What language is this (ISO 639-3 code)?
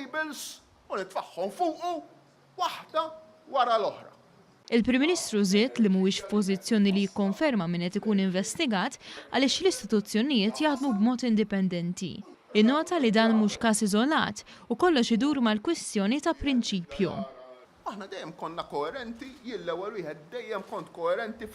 mlt